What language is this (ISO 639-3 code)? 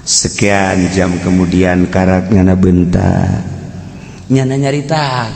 sun